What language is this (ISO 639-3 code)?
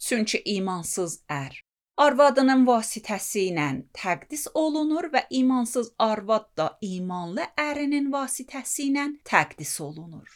aze